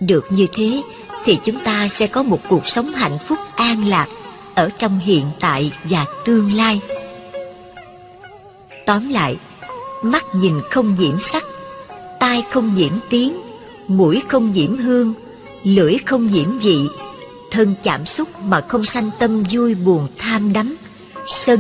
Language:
Vietnamese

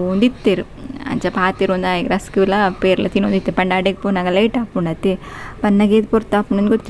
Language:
Tulu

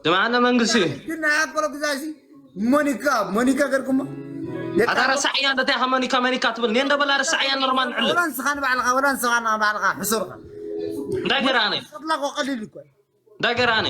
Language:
Tigrinya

